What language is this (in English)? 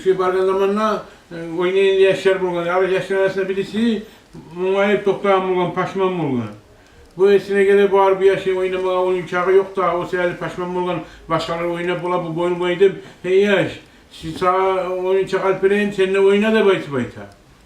Kumyk